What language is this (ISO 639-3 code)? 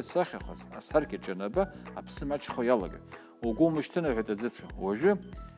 abk